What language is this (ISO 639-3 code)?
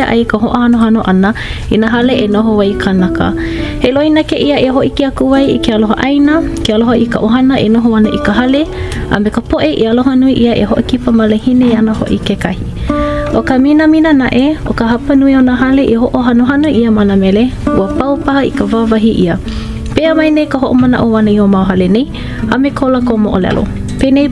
haw